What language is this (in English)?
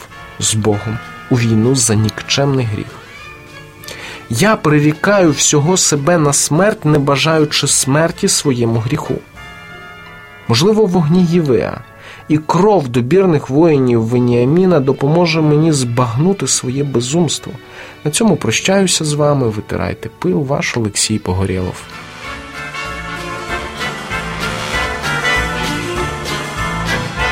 Ukrainian